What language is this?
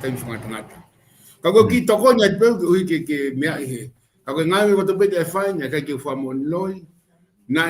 Tongan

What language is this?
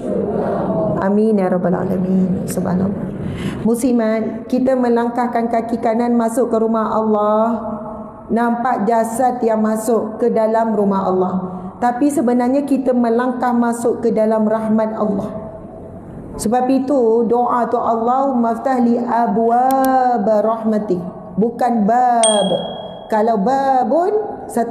Malay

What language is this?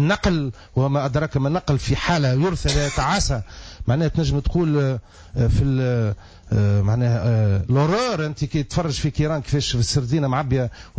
Tunisian Arabic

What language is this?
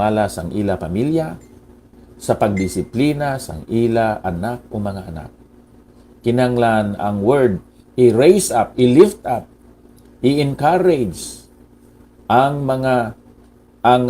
Hiligaynon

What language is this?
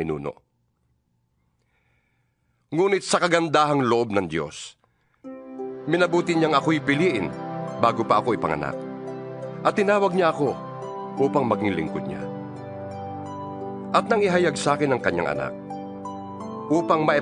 Filipino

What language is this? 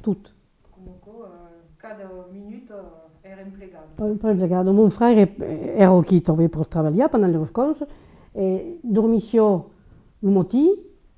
Occitan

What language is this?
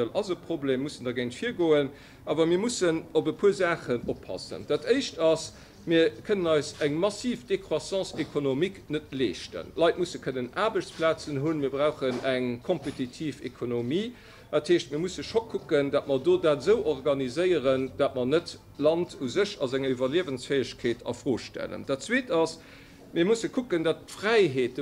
Luxembourgish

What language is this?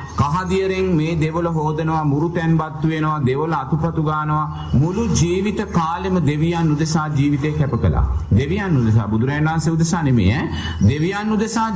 Sinhala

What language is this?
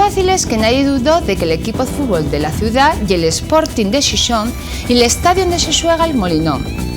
Asturian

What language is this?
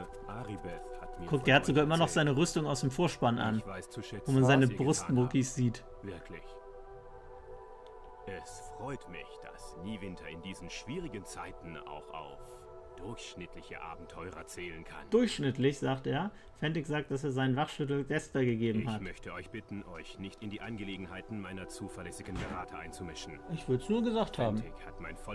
German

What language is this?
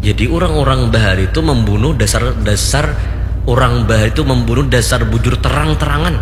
Banjar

